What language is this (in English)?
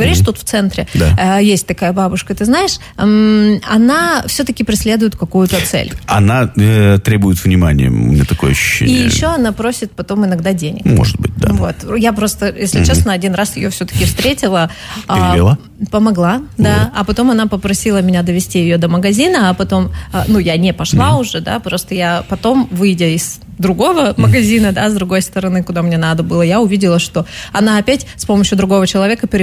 Russian